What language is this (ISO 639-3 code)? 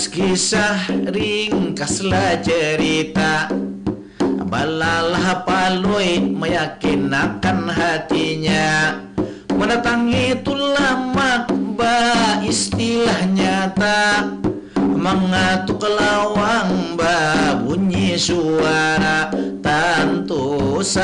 bjn